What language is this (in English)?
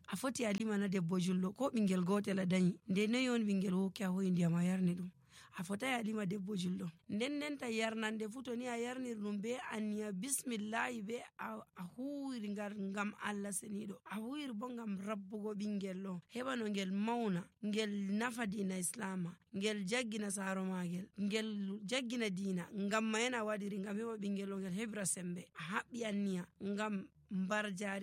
Nigerian Fulfulde